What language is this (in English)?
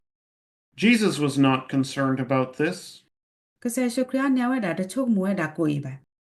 S'gaw Karen